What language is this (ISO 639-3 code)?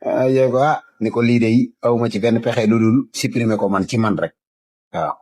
wol